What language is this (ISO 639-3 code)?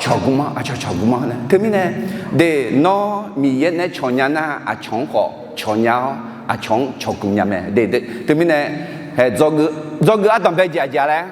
ahk